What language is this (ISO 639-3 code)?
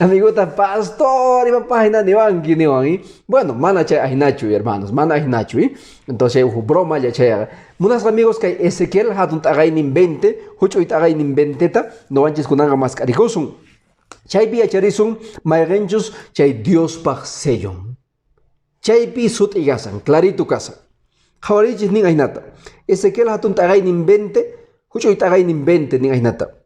que